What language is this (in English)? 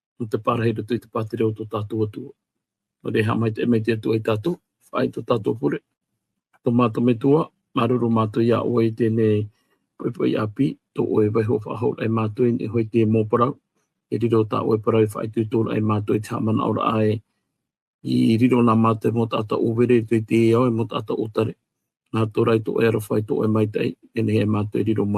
Tahitian